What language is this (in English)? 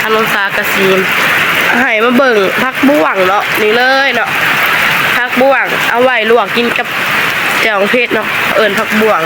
Northeastern Thai